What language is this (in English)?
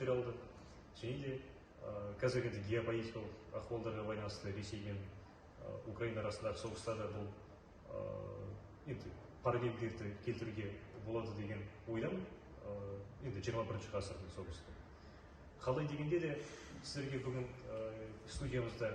Kazakh